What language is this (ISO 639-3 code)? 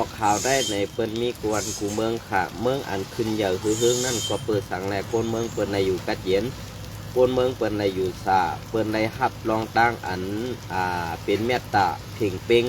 shn